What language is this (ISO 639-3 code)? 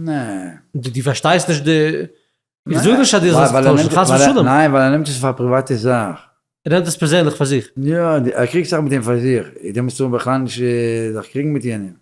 yid